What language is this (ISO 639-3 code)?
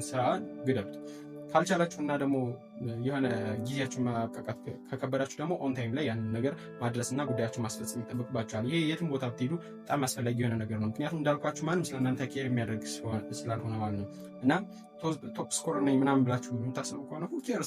amh